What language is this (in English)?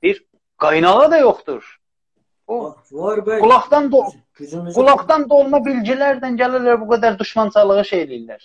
South Azerbaijani